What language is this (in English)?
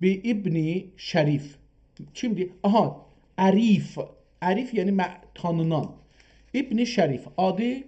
South Azerbaijani